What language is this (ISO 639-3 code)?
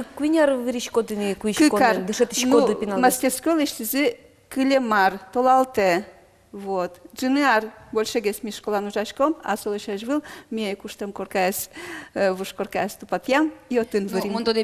udm